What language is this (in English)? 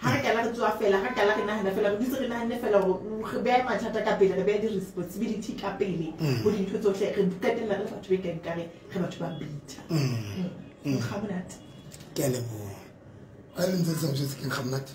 Tswana